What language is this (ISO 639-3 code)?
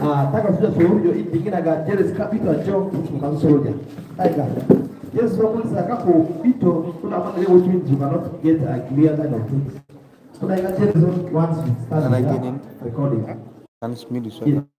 keo